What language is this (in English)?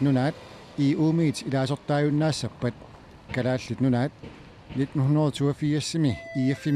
Kalaallisut